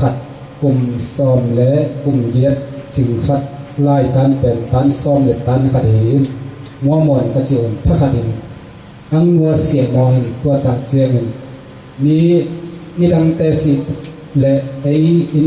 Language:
Tedim Chin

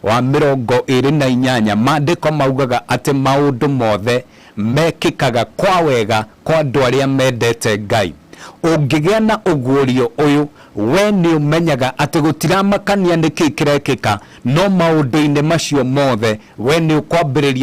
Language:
Kikuyu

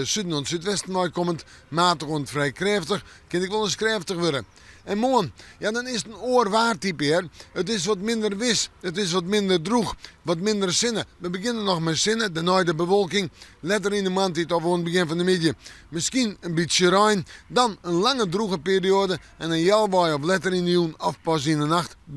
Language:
Western Frisian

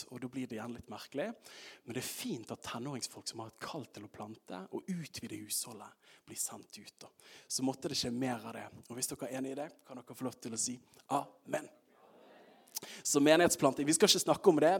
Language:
Norwegian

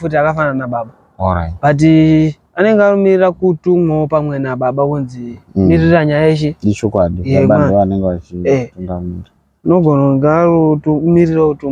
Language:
Shona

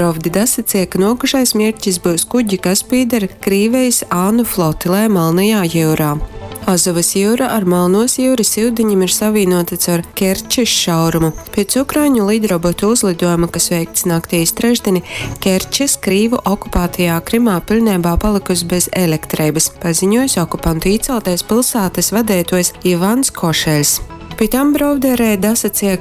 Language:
Latgalian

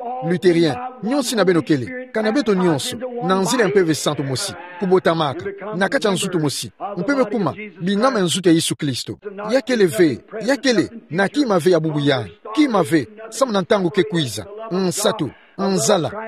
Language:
Kituba (Democratic Republic of Congo)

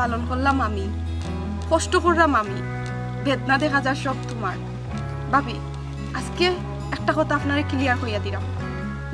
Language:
Sylheti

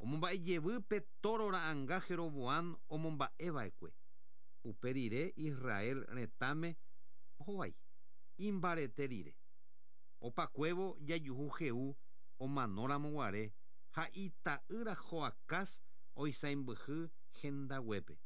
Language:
Guarani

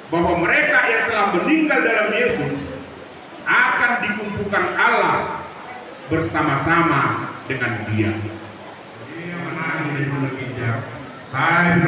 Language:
Batak Toba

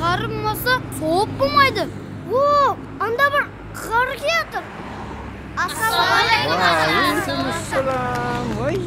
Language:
Kara-Kalpak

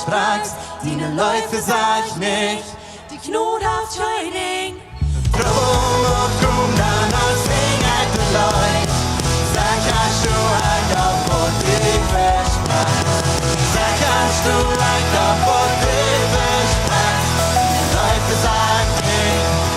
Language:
Plautdietsch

